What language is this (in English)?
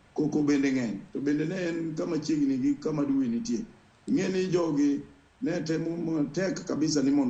Luo (Kenya and Tanzania)